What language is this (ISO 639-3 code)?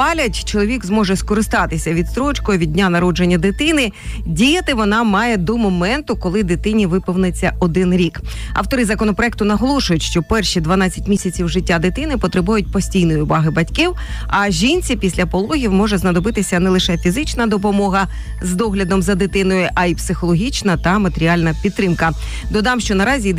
ukr